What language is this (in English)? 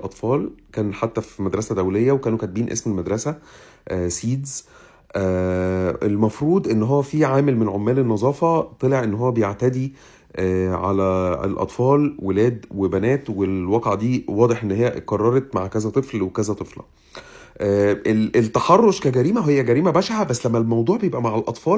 Egyptian Arabic